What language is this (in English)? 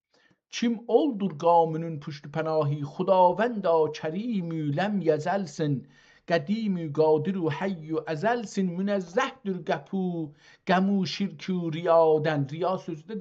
South Azerbaijani